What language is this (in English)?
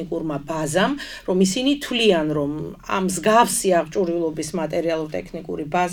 Georgian